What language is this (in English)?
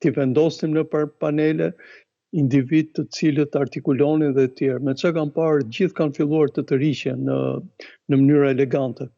Albanian